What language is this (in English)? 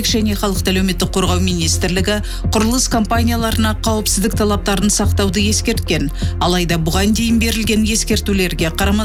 Kazakh